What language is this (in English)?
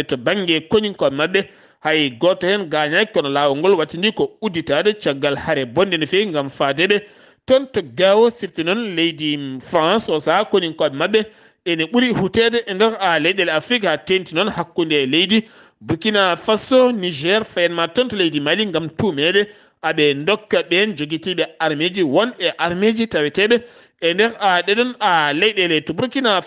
Fula